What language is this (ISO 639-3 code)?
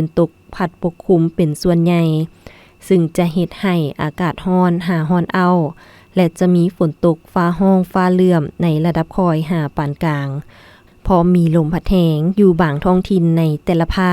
lao